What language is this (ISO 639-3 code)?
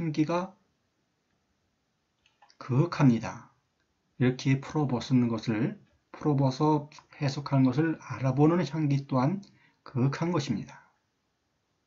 kor